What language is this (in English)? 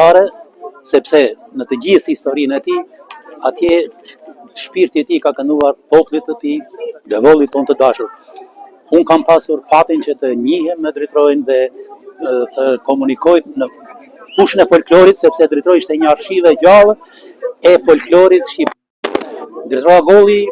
Albanian